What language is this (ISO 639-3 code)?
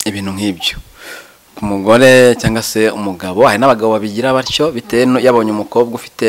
kin